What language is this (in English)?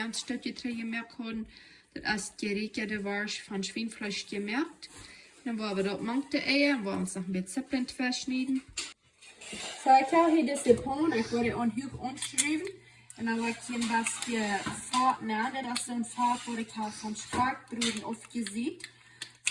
Plautdietsch